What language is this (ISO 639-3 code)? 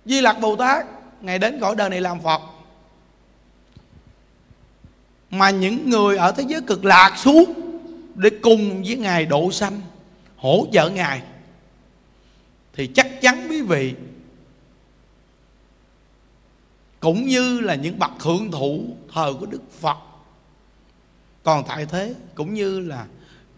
vie